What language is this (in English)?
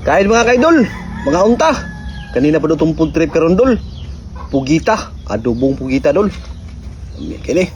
Cebuano